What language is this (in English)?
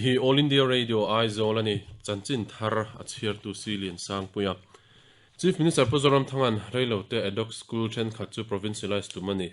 Mizo